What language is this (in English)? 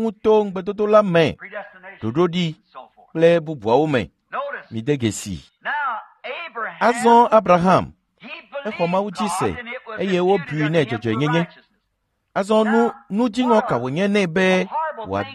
Ewe